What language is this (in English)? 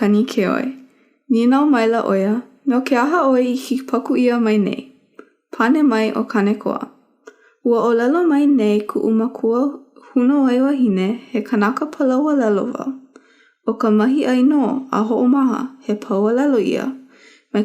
Hawaiian